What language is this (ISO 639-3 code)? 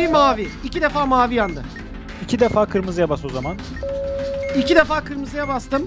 tur